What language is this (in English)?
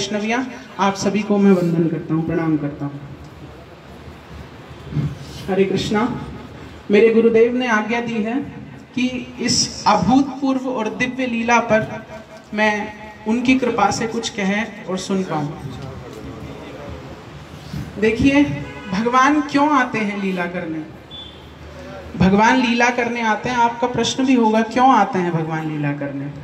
Hindi